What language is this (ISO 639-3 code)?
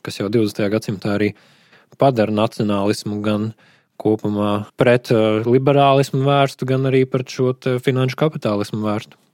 lav